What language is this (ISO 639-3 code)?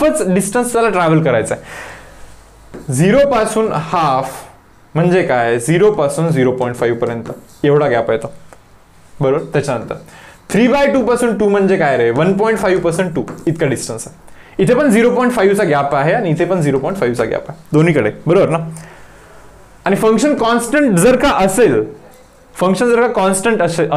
mar